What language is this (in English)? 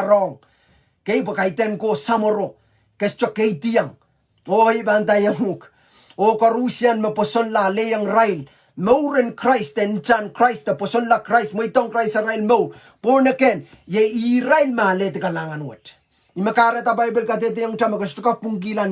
Pohnpeian